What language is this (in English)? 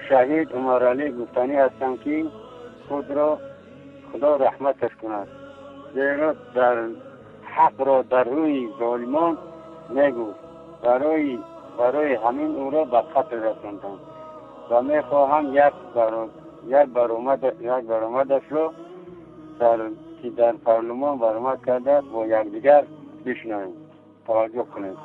Tajik